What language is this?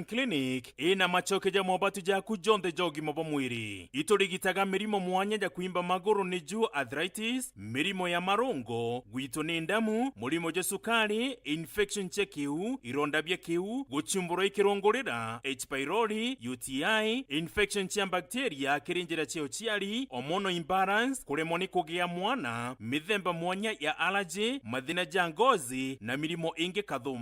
Meru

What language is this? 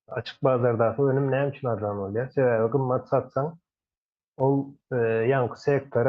Turkmen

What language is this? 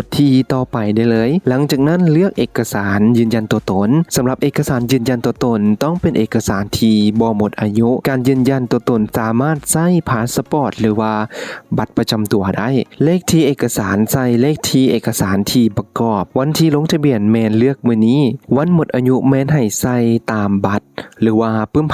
Lao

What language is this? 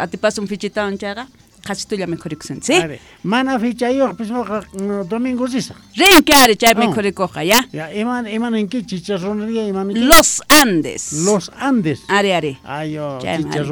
Quechua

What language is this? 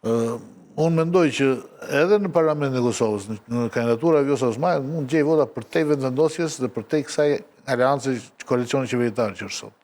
Albanian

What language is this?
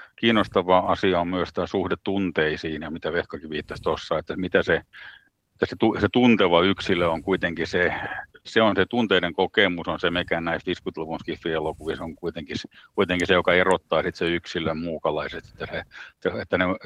Finnish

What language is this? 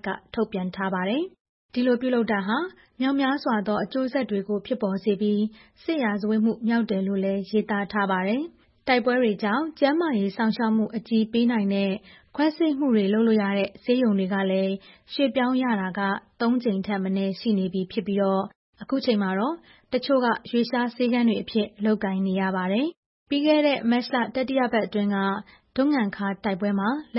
Burmese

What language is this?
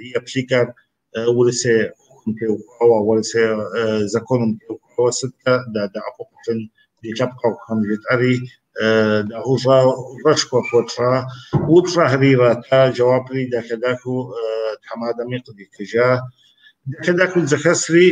Kabardian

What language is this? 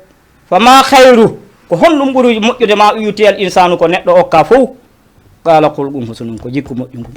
Fula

